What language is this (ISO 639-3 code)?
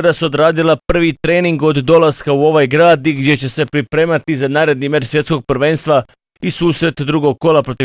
bos